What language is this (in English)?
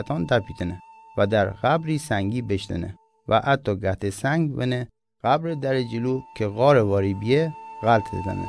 Mazanderani